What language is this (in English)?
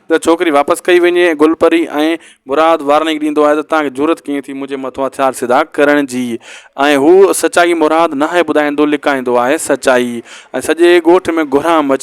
Sindhi